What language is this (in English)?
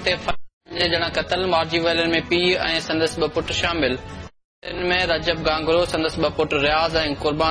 Sindhi